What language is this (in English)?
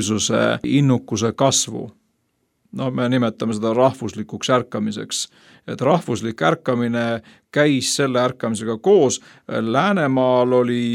Estonian